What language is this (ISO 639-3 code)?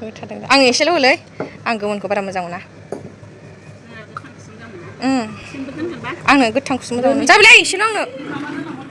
brx